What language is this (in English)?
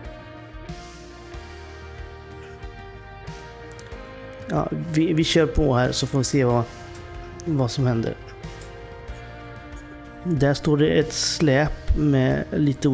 Swedish